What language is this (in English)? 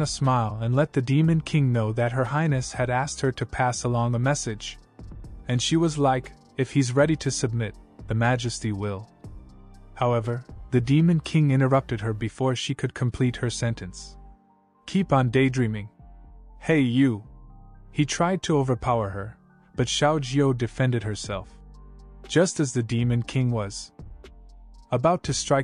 English